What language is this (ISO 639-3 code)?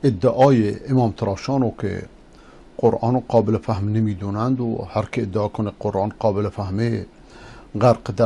fas